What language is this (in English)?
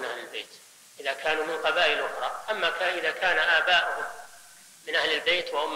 Arabic